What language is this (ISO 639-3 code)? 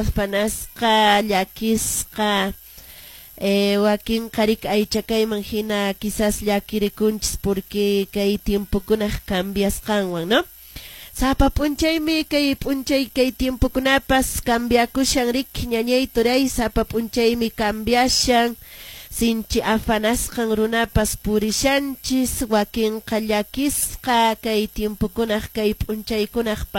que